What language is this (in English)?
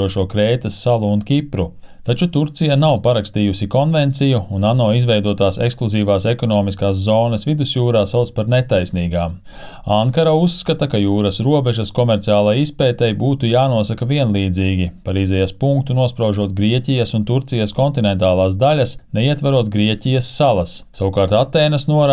Latvian